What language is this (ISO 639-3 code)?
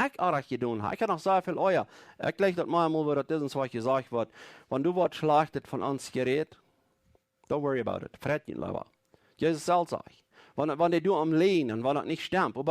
pdt